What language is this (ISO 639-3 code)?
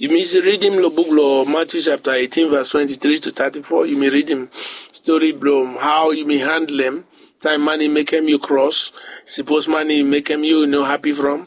bis